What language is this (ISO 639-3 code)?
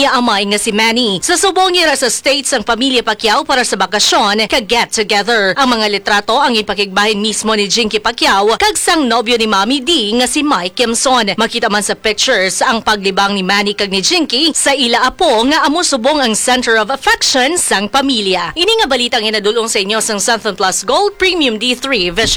hil